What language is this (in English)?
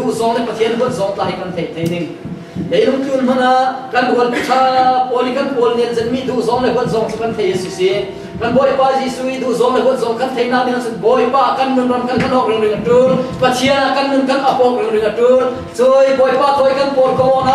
Falam Chin